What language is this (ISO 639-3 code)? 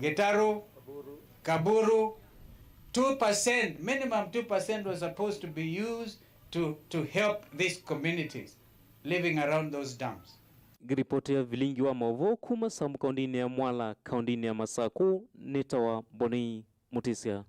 kam